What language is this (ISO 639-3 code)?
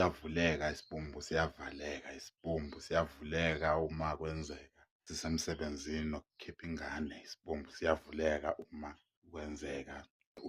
zul